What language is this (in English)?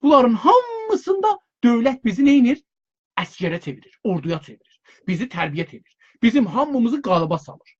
South Azerbaijani